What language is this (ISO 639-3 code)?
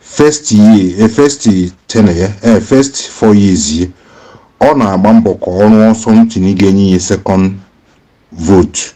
ibo